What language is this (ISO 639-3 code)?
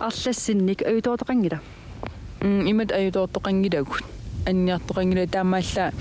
kal